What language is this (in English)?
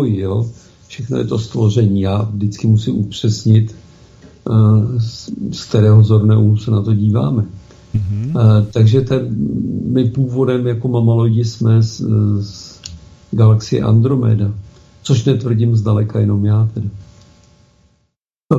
Czech